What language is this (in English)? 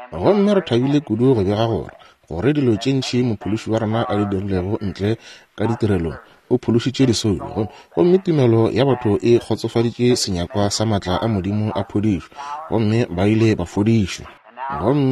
Northern Sotho